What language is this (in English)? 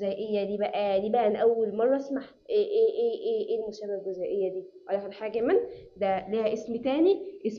Egyptian Arabic